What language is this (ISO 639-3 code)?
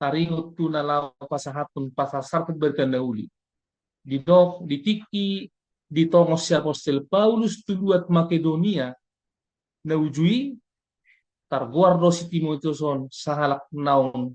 bbc